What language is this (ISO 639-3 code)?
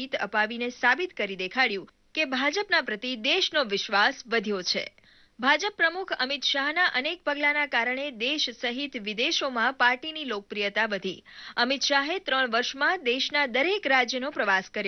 guj